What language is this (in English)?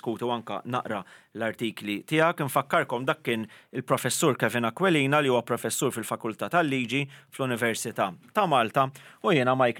Maltese